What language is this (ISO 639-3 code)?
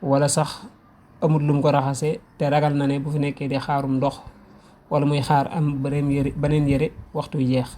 wol